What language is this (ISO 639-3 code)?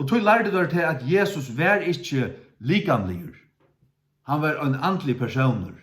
fao